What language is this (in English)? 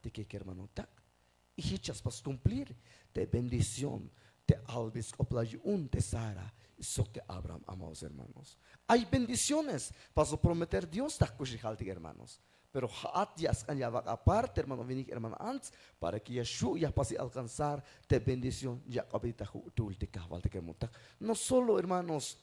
Tzeltal